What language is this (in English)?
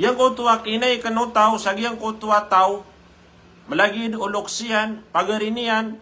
Maranao